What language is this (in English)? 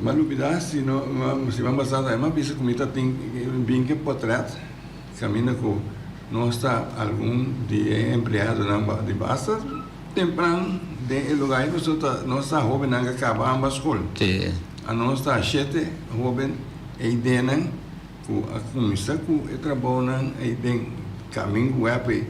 Papiamento